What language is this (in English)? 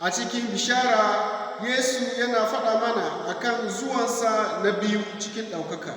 Hausa